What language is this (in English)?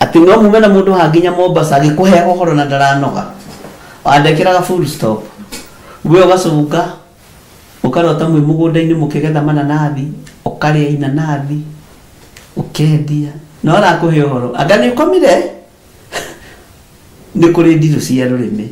Kikuyu